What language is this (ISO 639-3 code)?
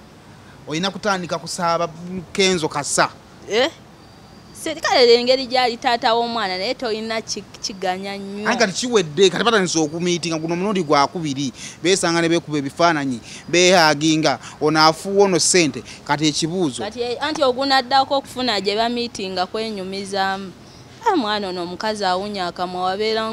lug